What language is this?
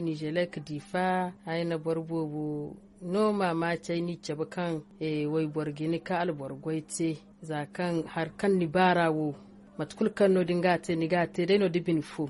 Zarma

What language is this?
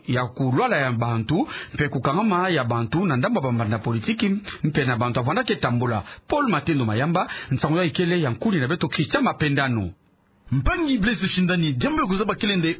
Kituba (Democratic Republic of Congo)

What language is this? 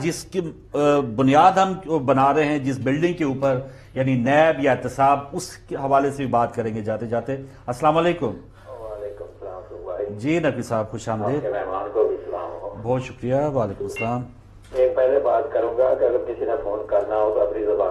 Urdu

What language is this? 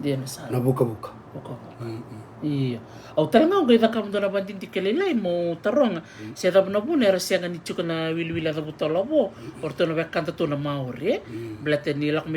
Fijian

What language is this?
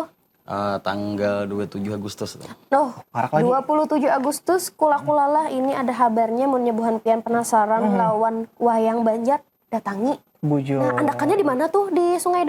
Banjar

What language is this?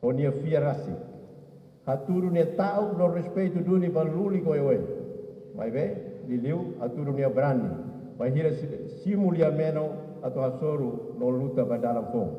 Tetum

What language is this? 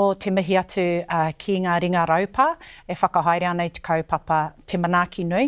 Māori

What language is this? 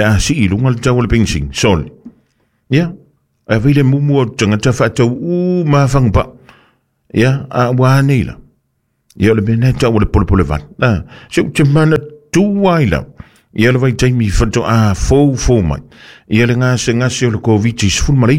Samoan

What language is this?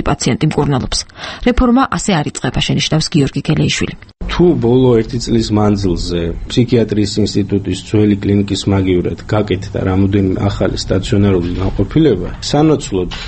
Georgian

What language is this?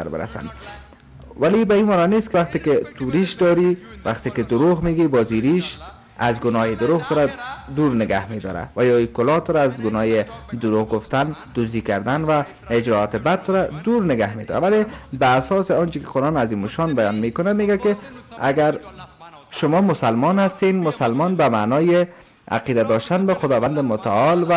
Tajik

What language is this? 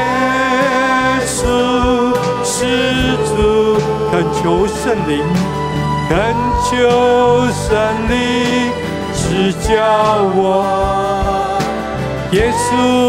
Chinese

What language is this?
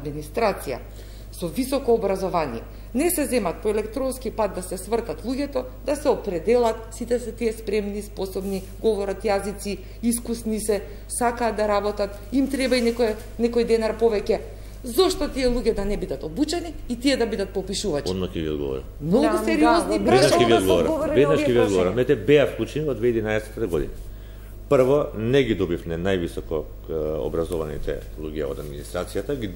Macedonian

